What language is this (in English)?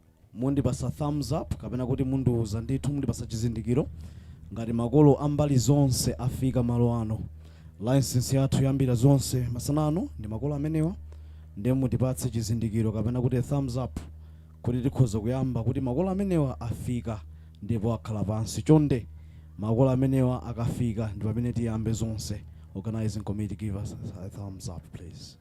Nyanja